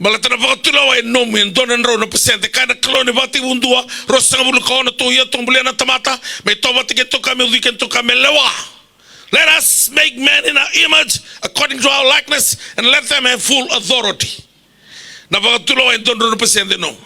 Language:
Fijian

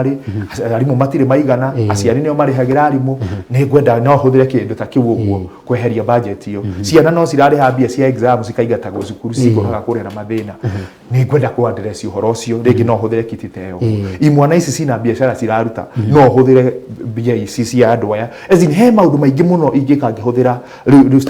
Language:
Kikuyu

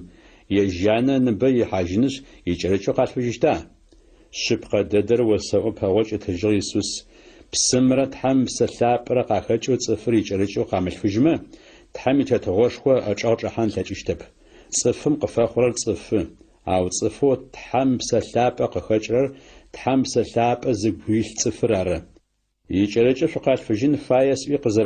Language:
Adyghe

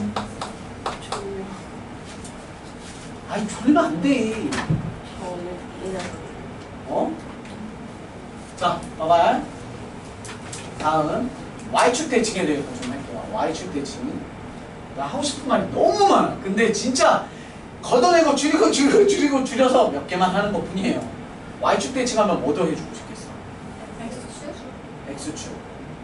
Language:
Korean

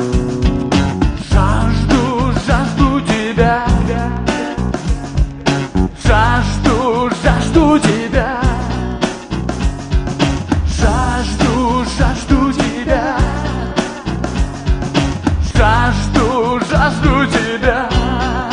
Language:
Russian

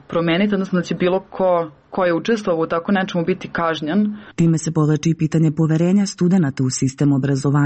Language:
Serbian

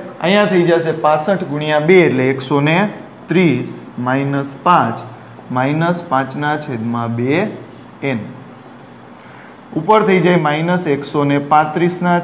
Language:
Gujarati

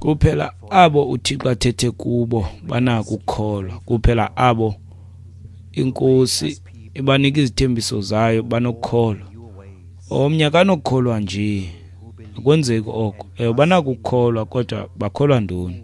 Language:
Xhosa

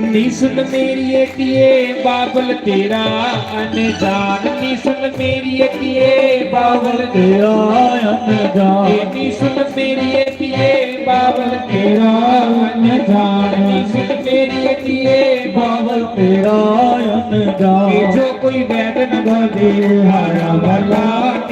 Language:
Dogri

